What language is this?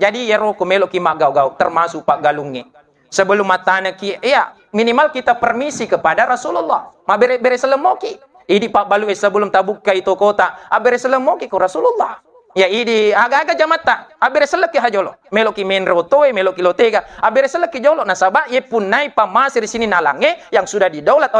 Buginese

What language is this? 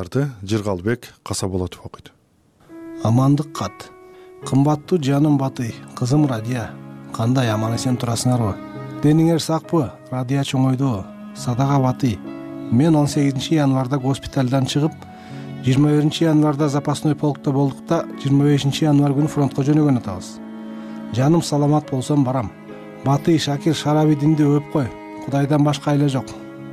Kyrgyz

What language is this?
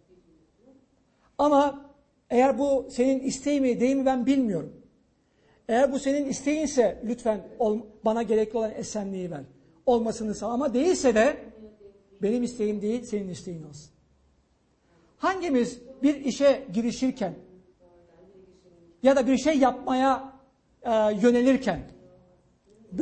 Turkish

